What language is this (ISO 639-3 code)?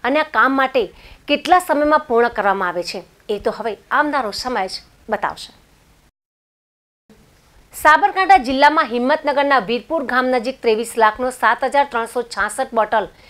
guj